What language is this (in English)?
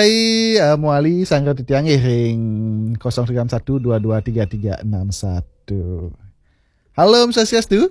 Balinese